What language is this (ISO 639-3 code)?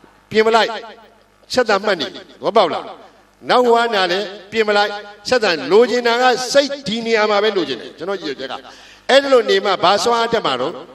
mya